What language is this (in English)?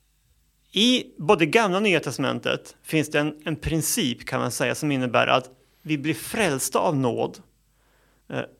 Swedish